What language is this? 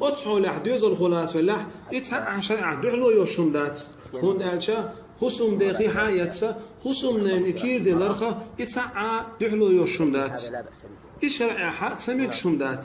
Chechen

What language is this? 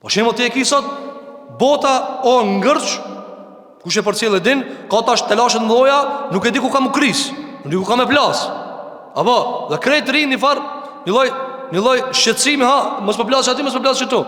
Albanian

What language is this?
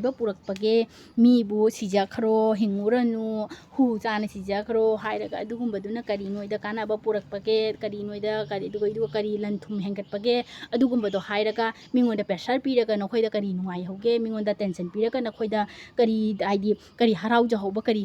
Manipuri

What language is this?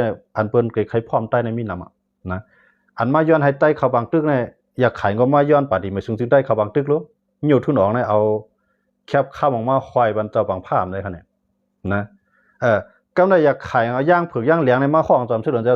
Shan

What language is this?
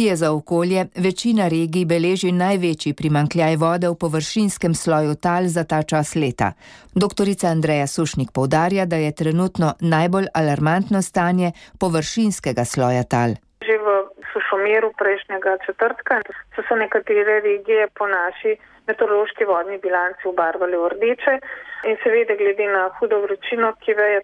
Slovenian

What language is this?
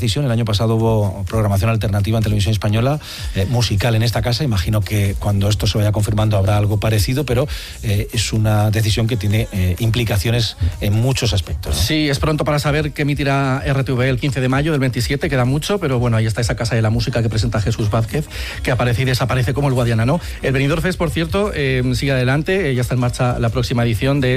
Spanish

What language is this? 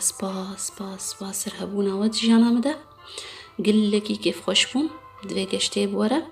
Kurdish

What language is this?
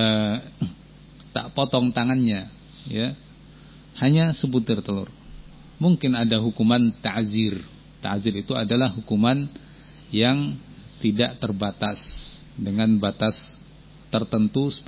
Indonesian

